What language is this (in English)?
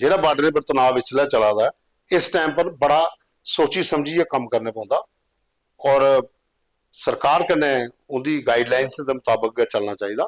Dogri